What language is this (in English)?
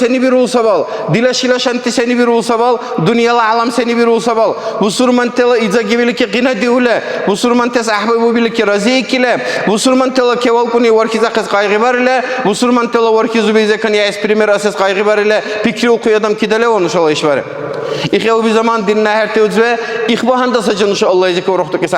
Dargwa